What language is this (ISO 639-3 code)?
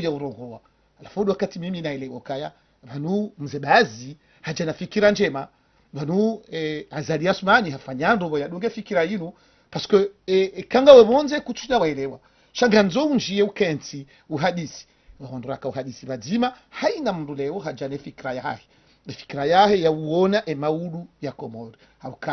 zdj